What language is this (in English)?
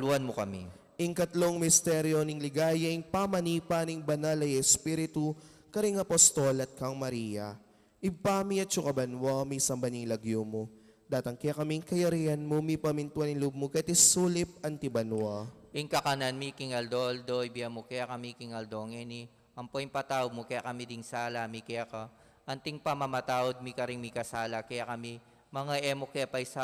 Pampanga